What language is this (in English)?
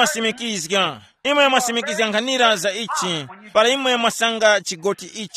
Tumbuka